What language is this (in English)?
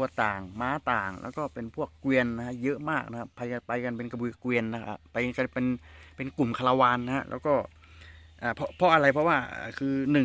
Shan